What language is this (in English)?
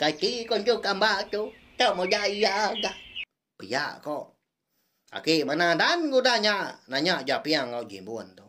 Iban